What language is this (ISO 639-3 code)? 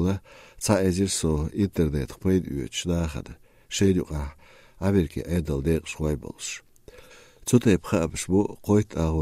che